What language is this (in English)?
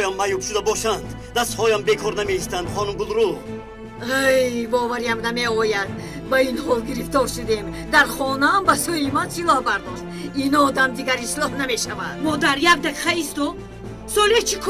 Tajik